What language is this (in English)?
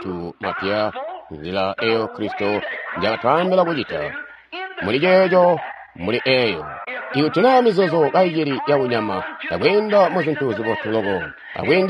Tonga (Zambia)